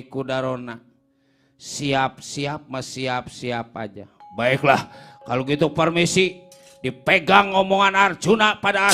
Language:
Betawi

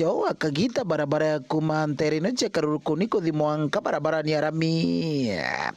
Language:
Meru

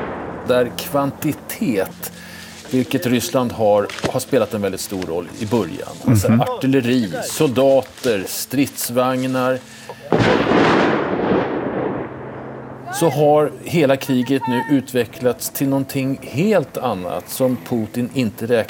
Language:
Swedish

